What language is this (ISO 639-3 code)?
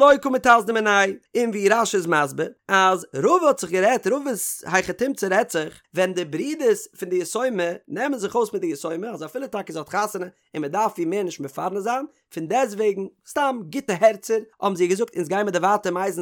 yid